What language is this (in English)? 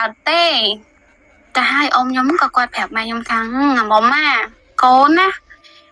Khmer